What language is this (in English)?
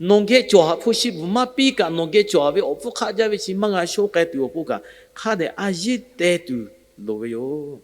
Lahu